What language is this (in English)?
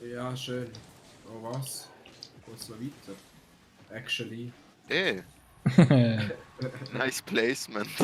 Swiss German